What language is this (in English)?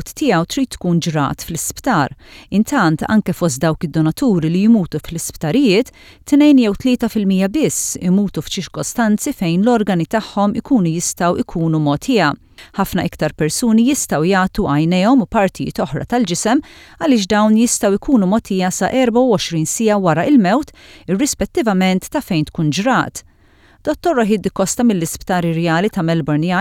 Maltese